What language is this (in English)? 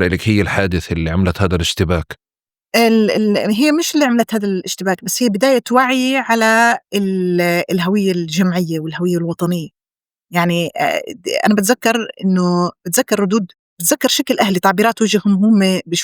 North Levantine Arabic